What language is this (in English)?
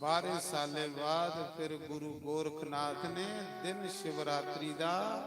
Dogri